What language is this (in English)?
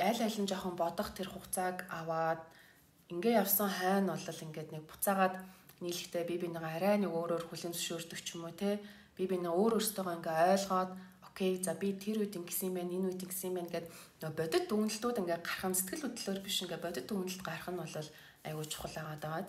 Mongolian